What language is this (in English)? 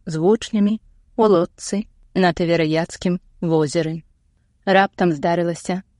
Belarusian